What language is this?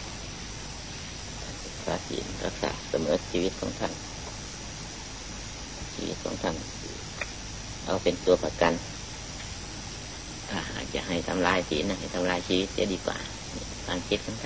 Thai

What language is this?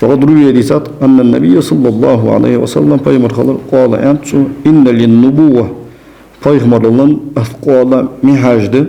Ingush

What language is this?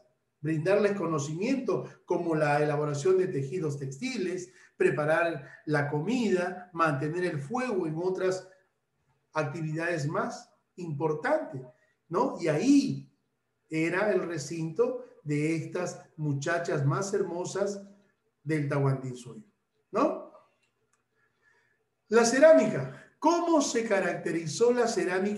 Spanish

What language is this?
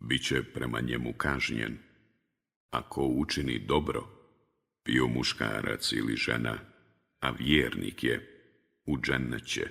Bosnian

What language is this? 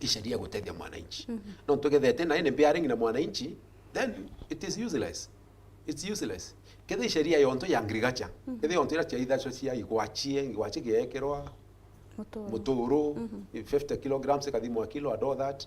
Meru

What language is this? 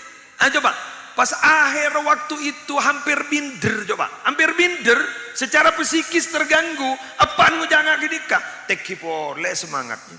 Madurese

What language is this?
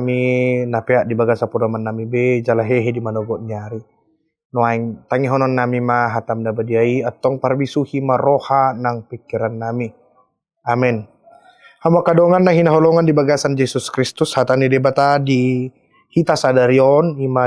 Batak Toba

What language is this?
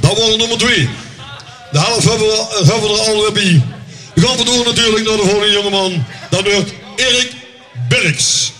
Limburgish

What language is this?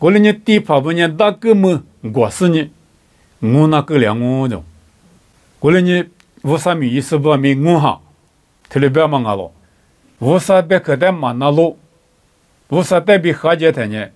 Lisu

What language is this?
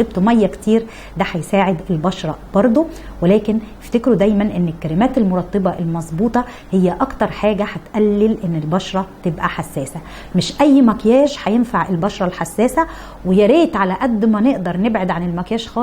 Egyptian Arabic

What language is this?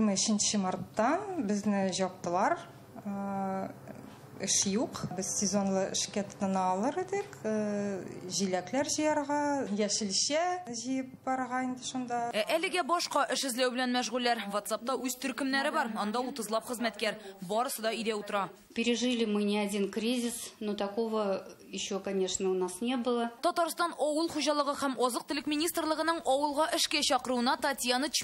Tatar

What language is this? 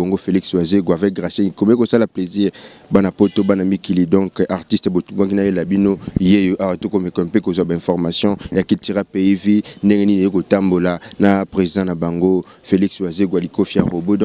Lingala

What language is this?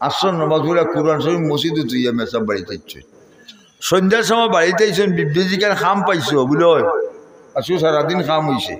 Sylheti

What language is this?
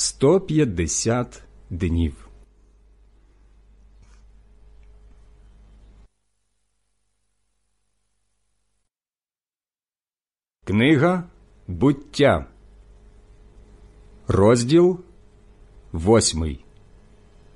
Ukrainian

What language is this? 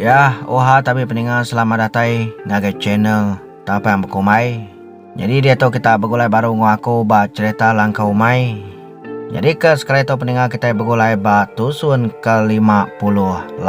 Iban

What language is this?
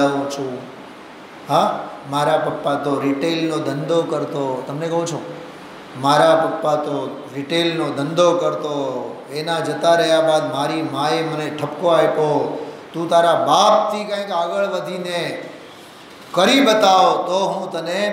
Gujarati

